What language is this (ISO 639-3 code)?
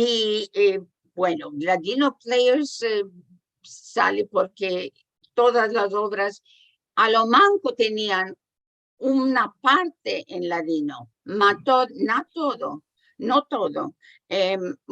lad